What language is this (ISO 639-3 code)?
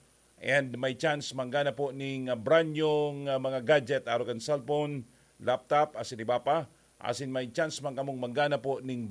bik